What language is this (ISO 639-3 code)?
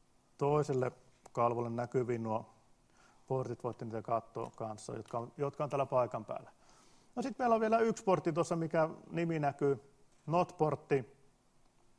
fin